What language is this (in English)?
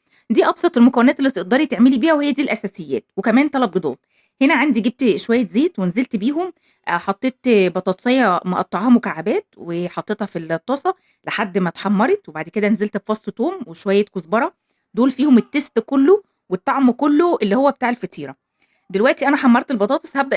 Egyptian Arabic